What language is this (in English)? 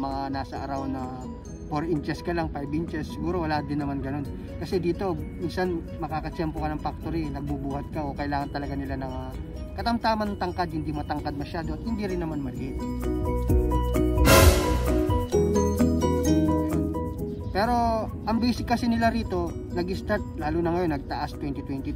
Filipino